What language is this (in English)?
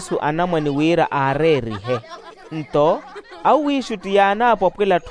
Makhuwa